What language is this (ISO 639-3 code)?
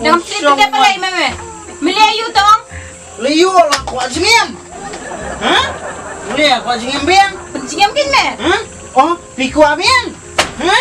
kha